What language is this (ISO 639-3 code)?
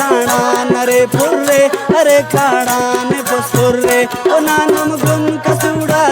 brh